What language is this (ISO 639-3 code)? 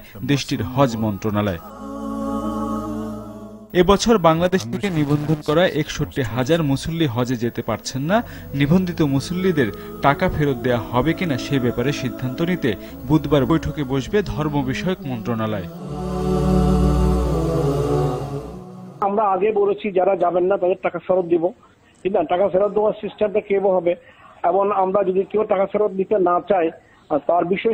ben